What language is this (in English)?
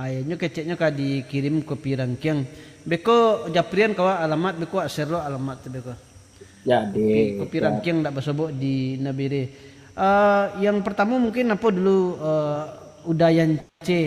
Minangkabau